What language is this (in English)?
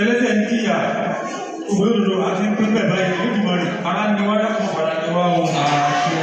Yoruba